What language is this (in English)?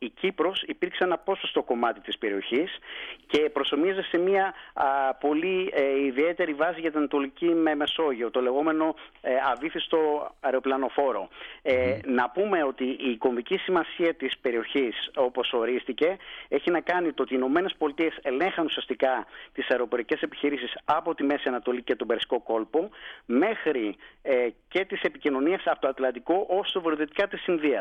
Greek